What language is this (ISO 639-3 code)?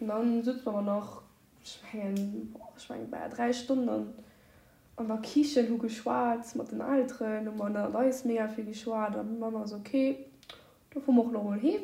ltz